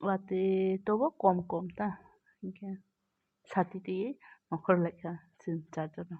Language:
Kok Borok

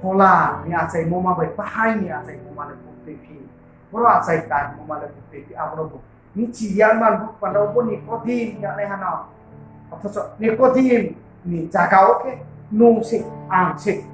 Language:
Riang (India)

